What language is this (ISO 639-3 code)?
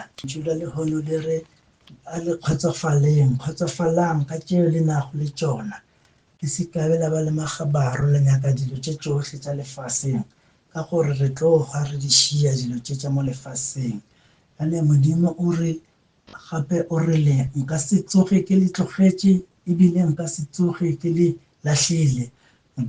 nso